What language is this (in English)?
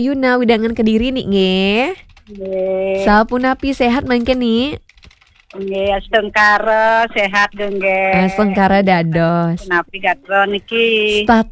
Balinese